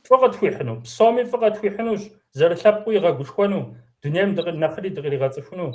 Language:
Kabardian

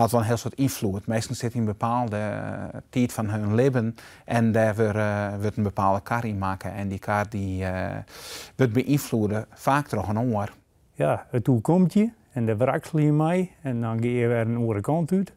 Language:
Western Frisian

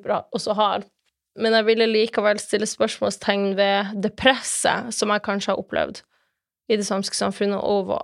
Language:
Norwegian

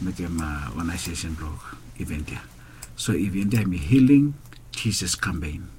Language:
Bislama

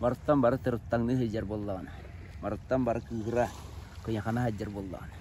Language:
Yakut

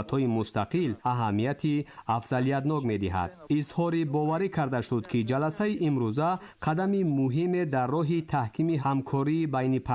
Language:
Tajik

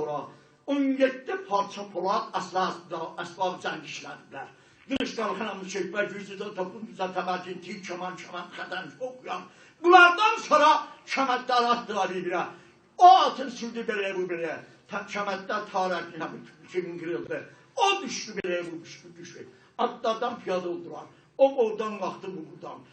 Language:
South Azerbaijani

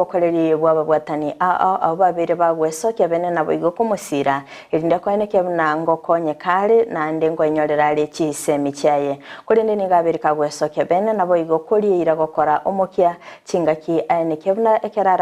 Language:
Gusii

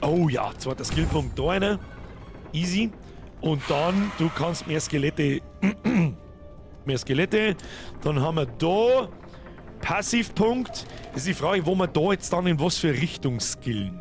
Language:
Bavarian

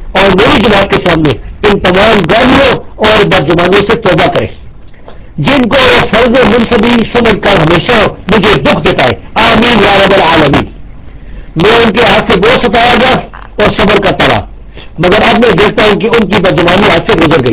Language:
Urdu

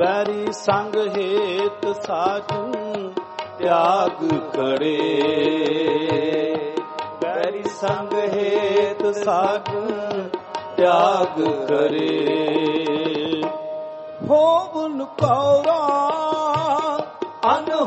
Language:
Punjabi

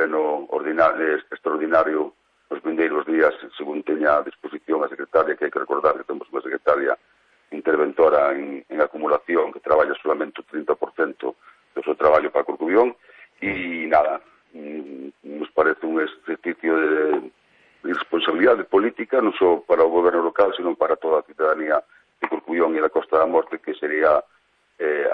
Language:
Galician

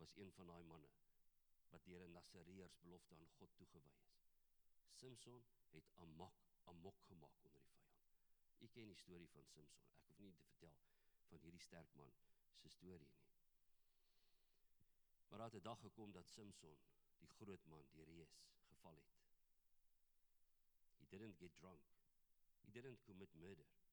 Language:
Afrikaans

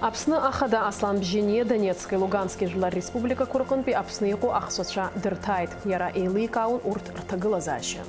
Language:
Abkhazian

